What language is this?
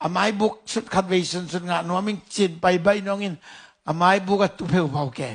Tedim Chin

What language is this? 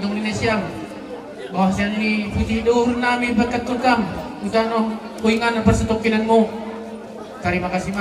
Batak Simalungun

